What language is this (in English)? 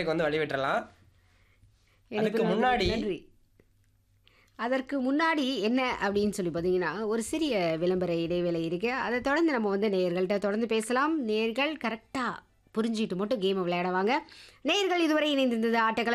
Tamil